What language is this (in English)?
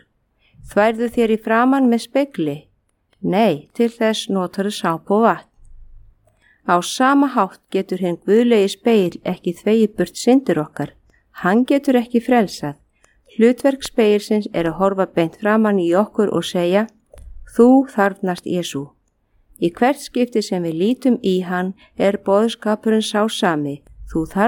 Icelandic